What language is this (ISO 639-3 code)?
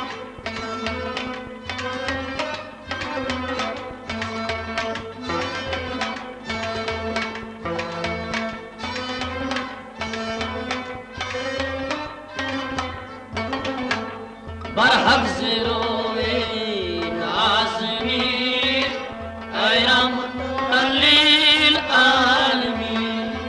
kas